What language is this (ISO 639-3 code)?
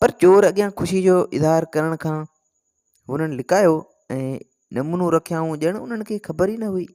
snd